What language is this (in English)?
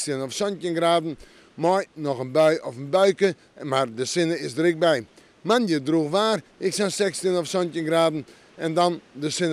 Western Frisian